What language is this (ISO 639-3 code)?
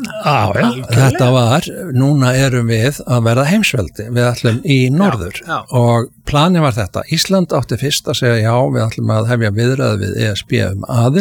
isl